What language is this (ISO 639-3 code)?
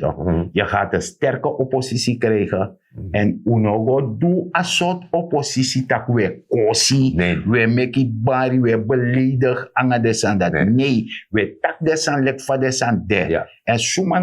srn